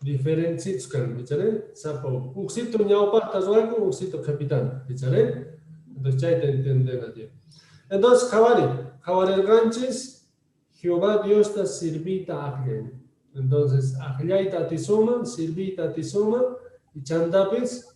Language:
Quechua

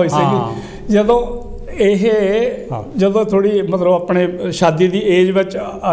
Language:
Punjabi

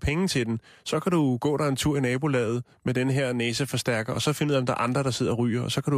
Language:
Danish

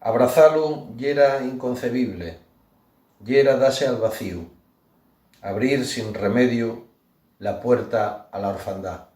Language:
Asturian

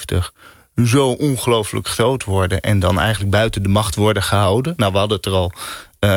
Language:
Dutch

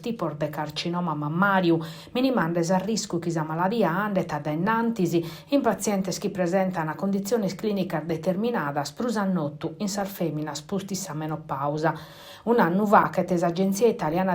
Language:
Sardinian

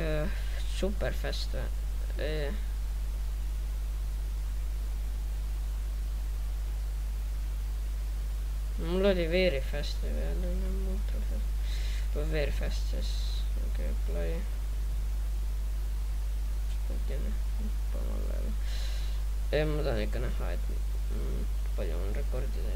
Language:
Estonian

